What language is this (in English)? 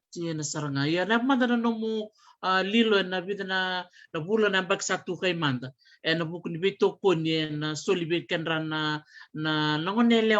Fijian